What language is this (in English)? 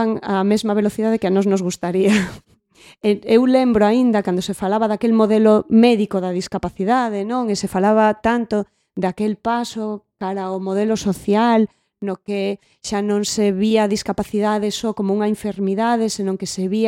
Galician